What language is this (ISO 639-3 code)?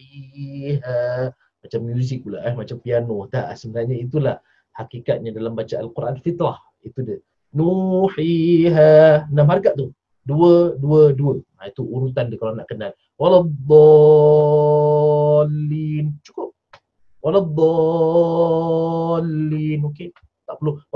msa